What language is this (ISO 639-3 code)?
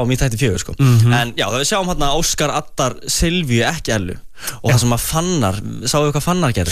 isl